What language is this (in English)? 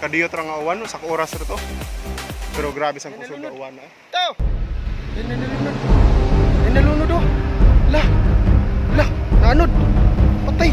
Cebuano